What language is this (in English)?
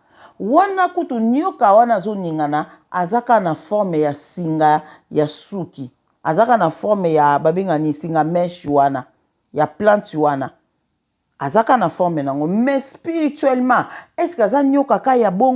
Lingala